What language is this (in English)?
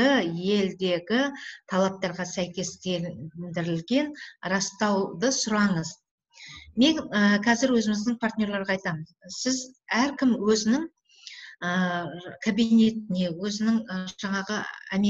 Kazakh